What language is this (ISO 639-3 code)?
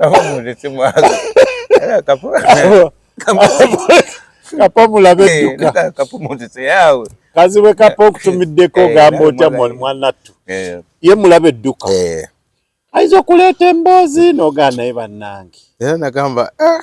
lug